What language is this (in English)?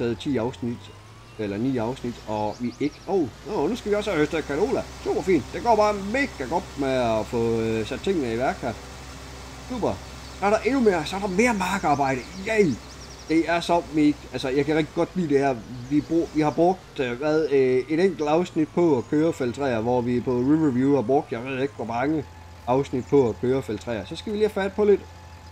Danish